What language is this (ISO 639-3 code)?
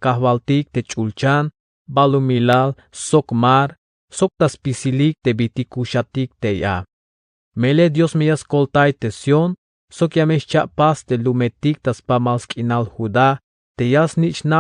tzh